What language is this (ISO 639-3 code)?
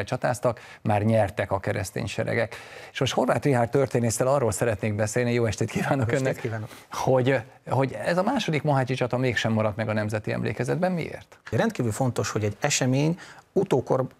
hun